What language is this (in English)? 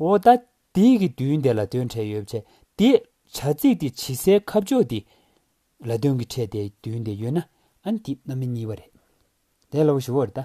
Tibetan